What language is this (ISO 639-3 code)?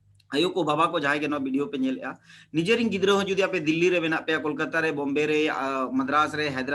sat